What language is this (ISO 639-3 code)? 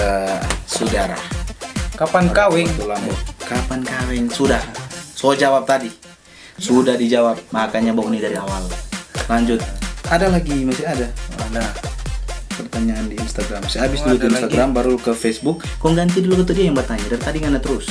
xmm